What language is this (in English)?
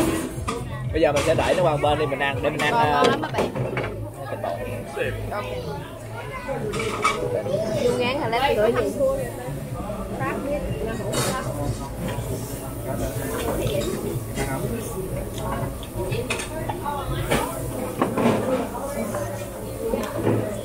Vietnamese